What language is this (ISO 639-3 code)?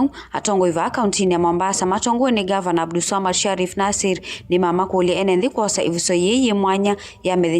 kam